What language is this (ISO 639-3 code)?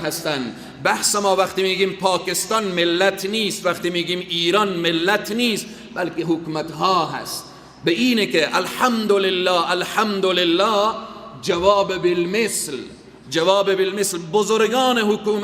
fas